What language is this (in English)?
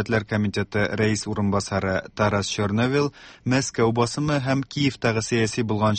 Tatar